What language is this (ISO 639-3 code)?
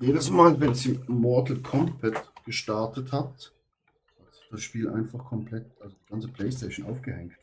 gsw